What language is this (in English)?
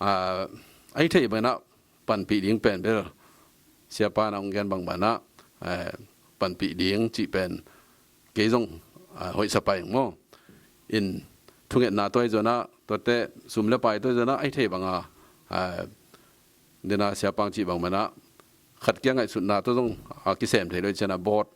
Tedim Chin